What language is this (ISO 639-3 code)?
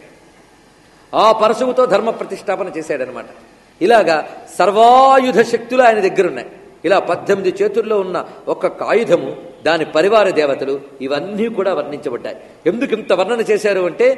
tel